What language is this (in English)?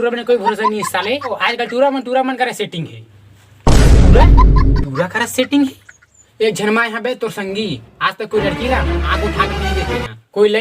Chhattisgarhi